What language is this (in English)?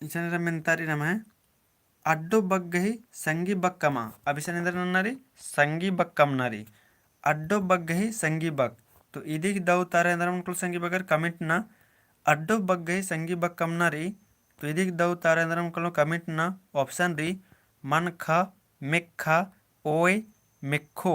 Kurukh